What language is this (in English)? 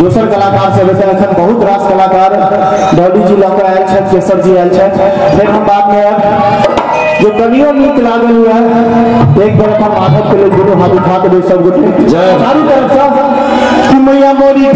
Maithili